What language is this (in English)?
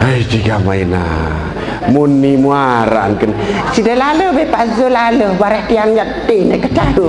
Sasak